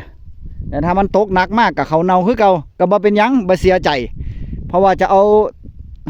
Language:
Northeastern Thai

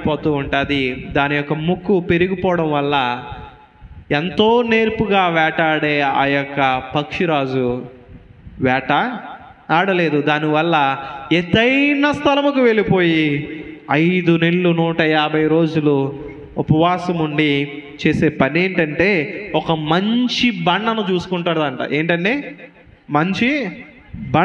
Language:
Telugu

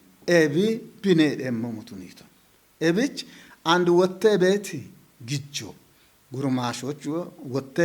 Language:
Kafa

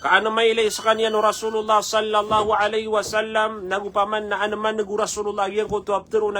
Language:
Maranao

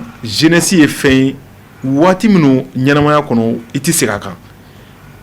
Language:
Bambara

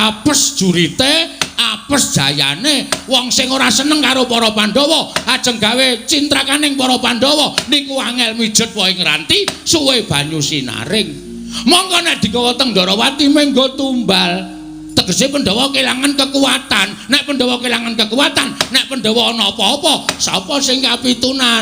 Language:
Javanese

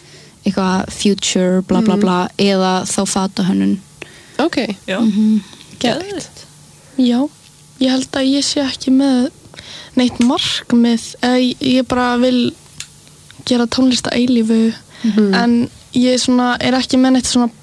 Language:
Icelandic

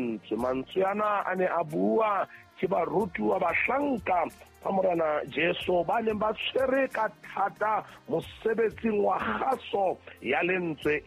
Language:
Southern Sotho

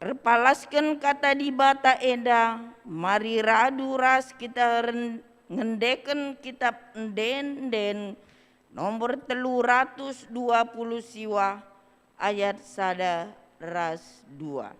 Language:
Batak Karo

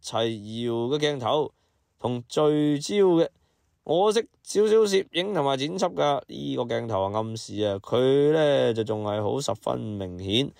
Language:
Cantonese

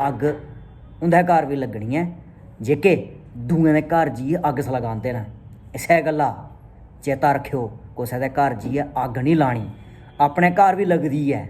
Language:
Dogri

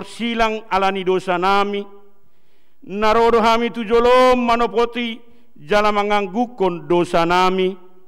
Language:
Batak Toba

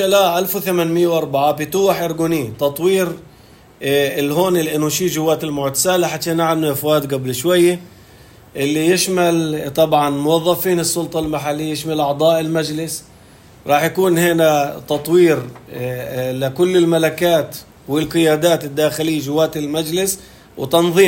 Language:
North Levantine Arabic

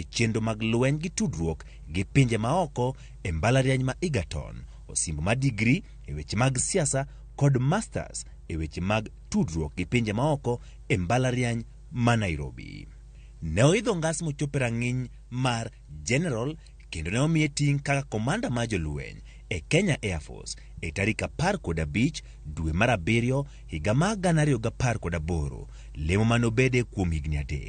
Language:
Luo (Kenya and Tanzania)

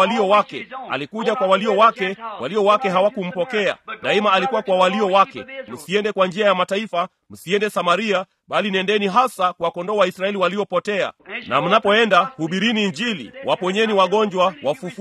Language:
Swahili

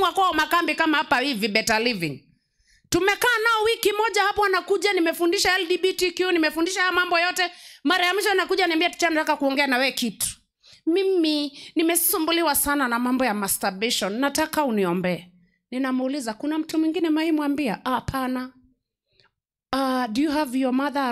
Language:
Swahili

